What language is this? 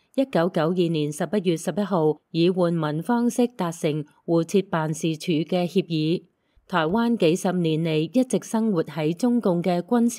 Cantonese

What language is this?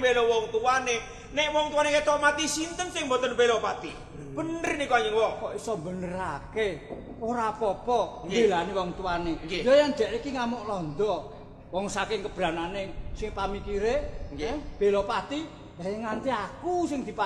Javanese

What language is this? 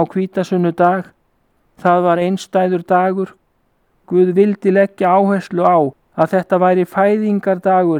Icelandic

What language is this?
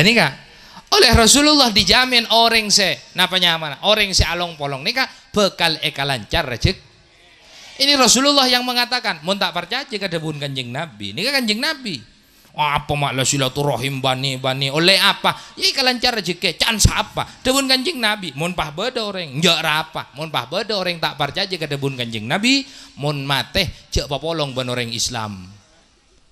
Madurese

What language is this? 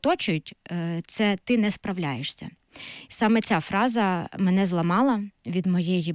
Ukrainian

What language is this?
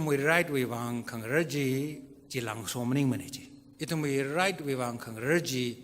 Tangkhul Naga (India)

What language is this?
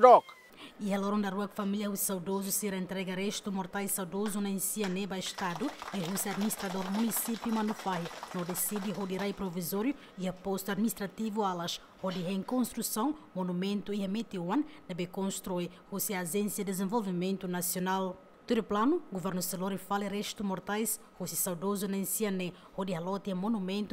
Tetum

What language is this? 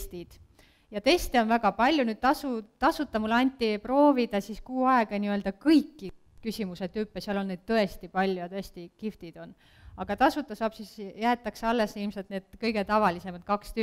Estonian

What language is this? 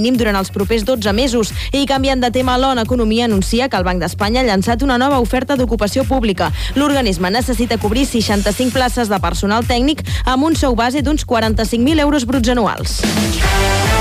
Catalan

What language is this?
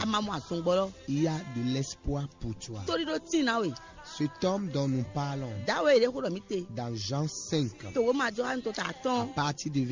Fon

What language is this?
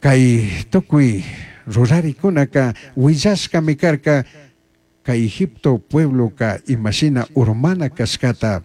Chimborazo Highland Quichua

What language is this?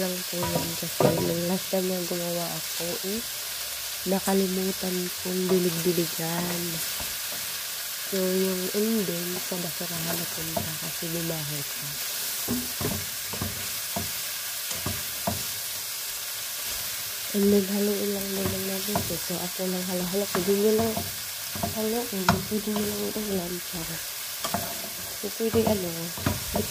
Filipino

